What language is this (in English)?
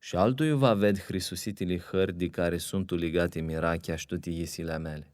Aromanian